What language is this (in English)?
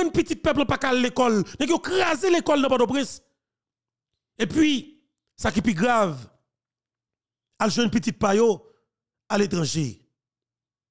Haitian Creole